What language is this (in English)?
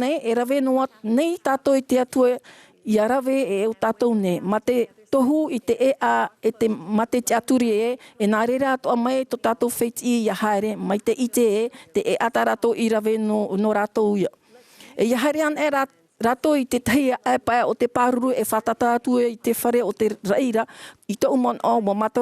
Tahitian